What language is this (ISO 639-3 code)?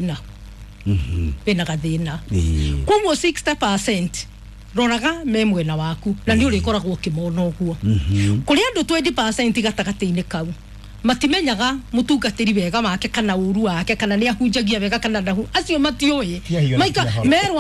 kik